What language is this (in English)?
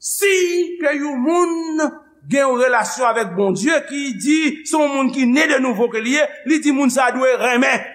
Haitian Creole